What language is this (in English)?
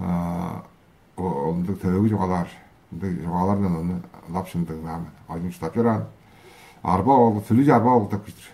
Tuvinian